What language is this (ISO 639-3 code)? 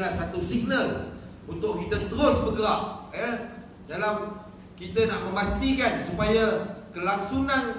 msa